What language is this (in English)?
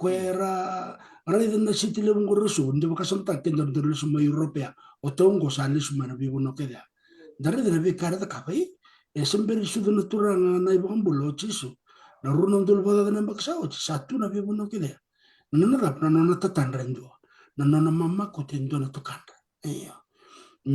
Fijian